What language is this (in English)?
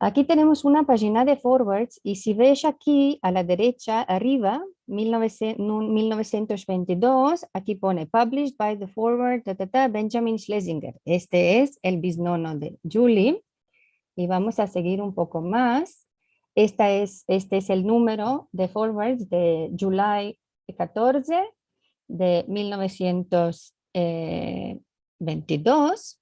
Ladino